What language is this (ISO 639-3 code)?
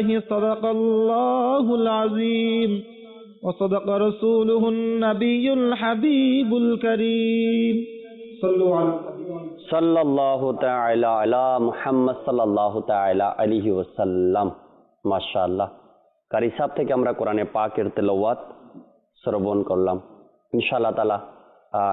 ben